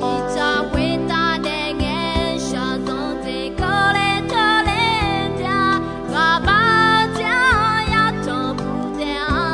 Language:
Akha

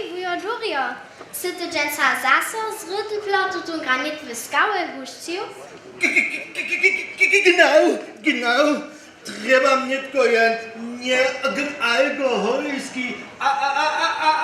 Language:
Upper Sorbian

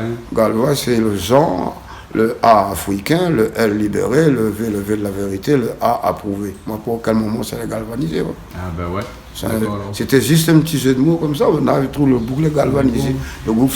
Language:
Réunion Creole French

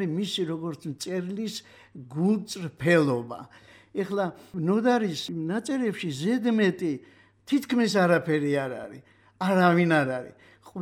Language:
Georgian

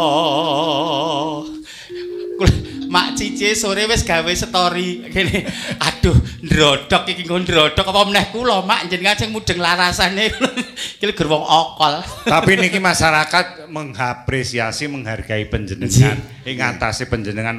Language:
Javanese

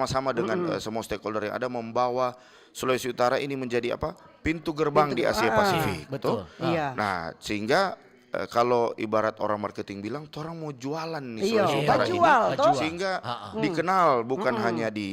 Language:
Manado Malay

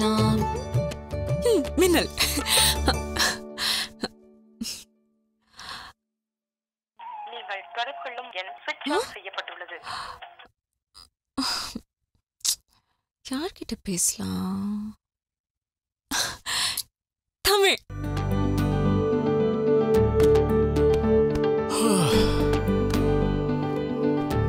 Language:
Tamil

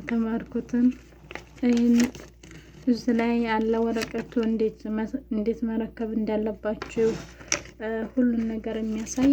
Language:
Amharic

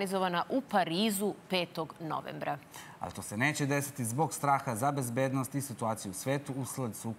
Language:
Serbian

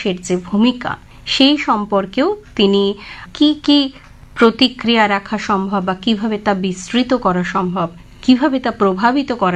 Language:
Bangla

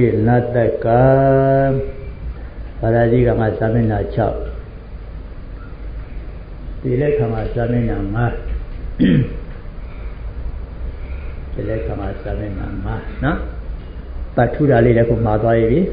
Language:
Burmese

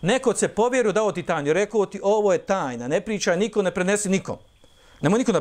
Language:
Bosnian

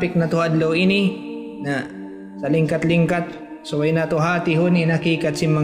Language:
Tausug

